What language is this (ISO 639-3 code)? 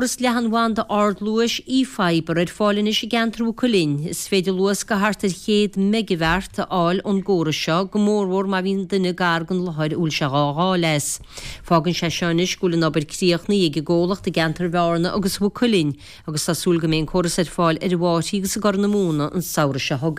gle